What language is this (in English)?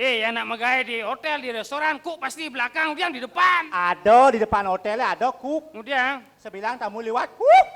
Balinese